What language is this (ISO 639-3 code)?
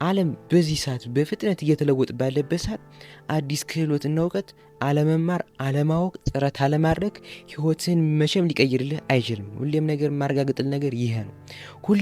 amh